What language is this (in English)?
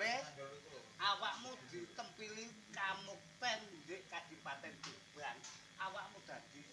Javanese